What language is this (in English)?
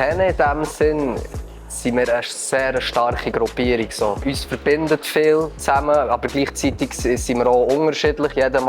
Swiss German